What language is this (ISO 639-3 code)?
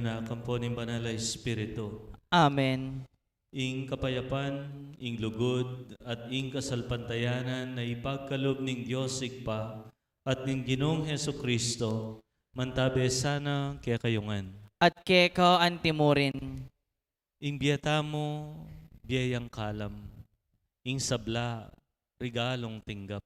pam